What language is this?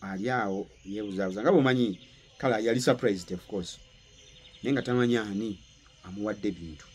Ganda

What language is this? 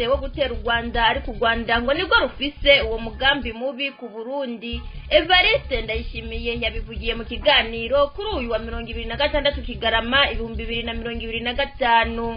Rundi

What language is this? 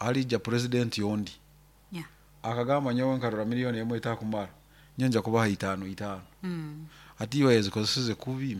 Nyoro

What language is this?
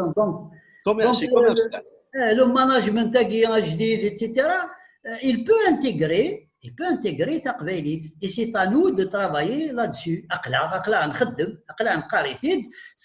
Kabyle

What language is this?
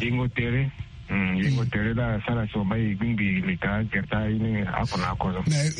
Sango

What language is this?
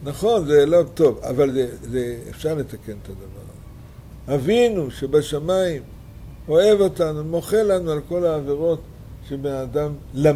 Hebrew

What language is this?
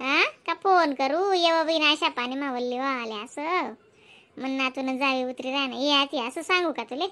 Khandesi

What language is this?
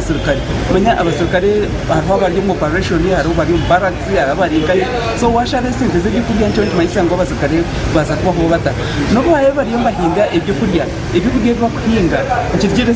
Nyankole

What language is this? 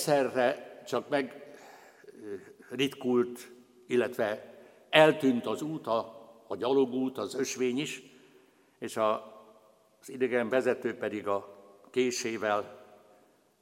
Hungarian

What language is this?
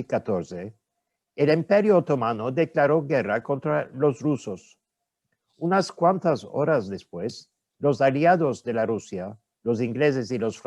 Ladino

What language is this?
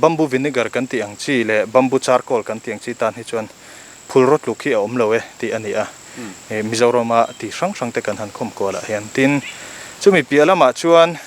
Mizo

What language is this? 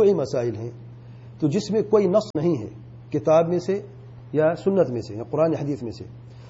Urdu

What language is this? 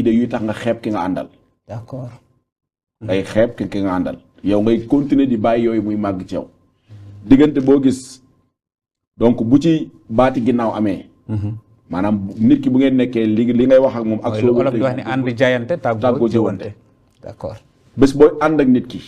Wolof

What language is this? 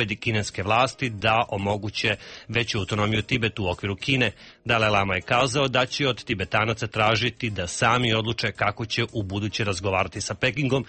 Serbian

